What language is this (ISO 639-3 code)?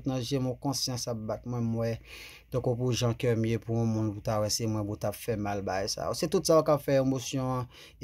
hat